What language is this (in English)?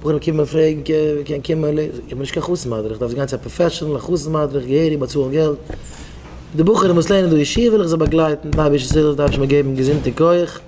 Yiddish